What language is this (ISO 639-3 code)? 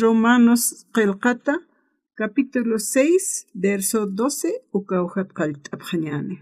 aym